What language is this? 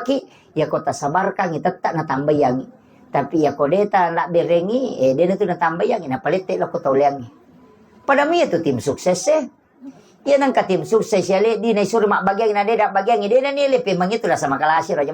Buginese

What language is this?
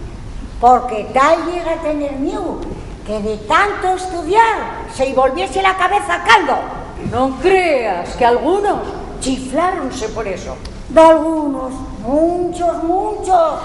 Asturian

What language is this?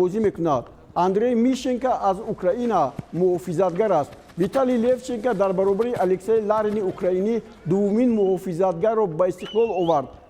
Tajik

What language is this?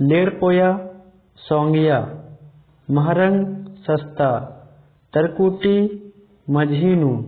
Kurukh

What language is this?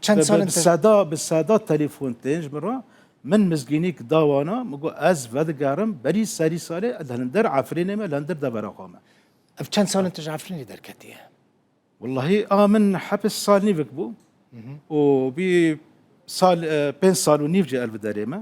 Kurdish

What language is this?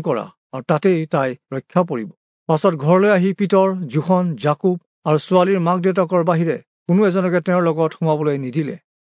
Assamese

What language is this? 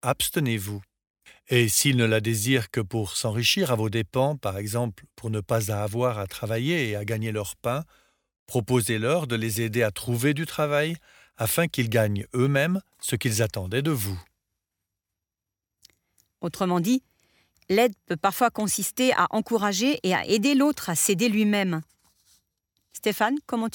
French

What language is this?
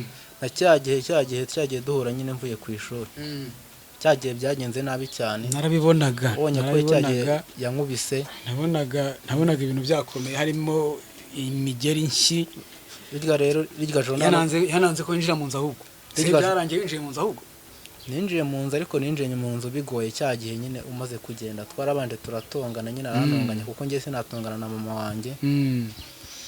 Kinyarwanda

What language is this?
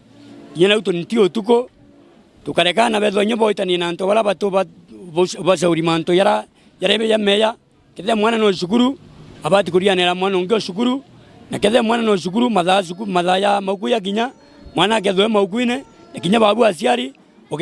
Meru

